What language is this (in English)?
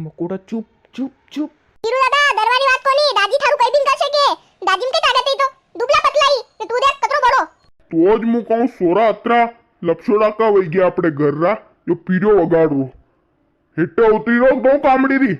Rajasthani